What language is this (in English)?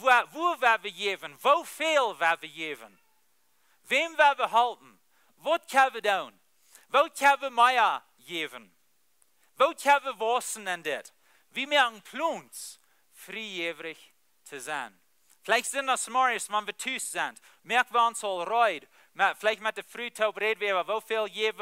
Plautdietsch